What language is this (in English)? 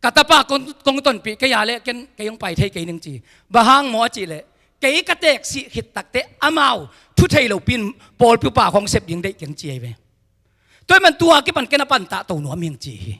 Tedim Chin